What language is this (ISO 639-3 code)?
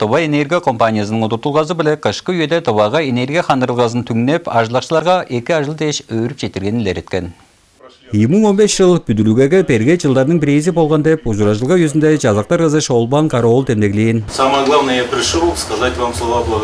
tyv